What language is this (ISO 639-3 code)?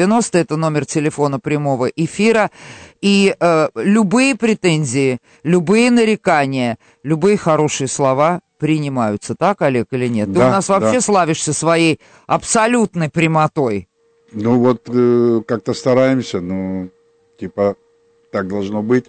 rus